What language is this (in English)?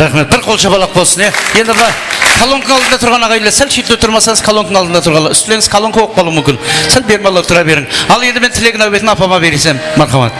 Kara-Kalpak